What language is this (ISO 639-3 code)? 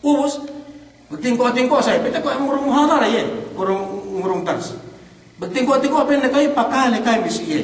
yka